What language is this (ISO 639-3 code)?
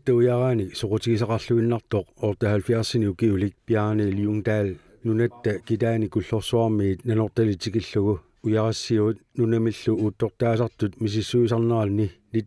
kal